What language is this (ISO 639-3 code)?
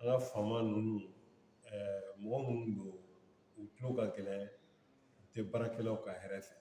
bam